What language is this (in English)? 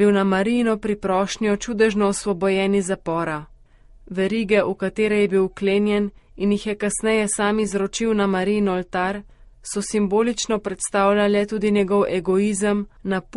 Slovenian